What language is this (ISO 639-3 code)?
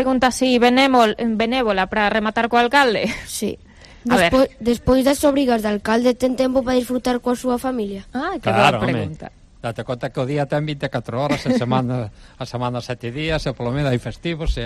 glg